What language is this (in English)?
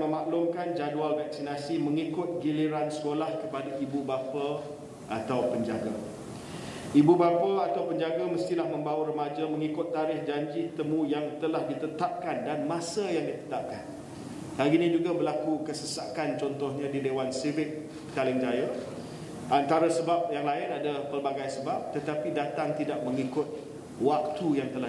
Malay